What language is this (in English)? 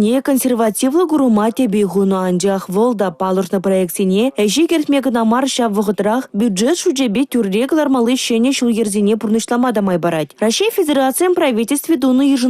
Chuvash